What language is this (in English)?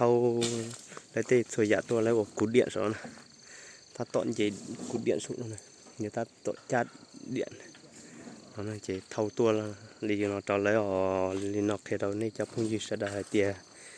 Hmong